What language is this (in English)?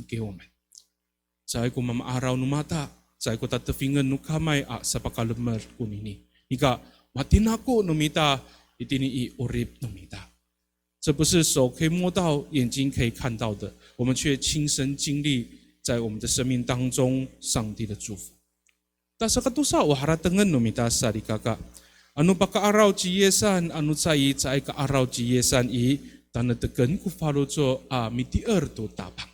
Amis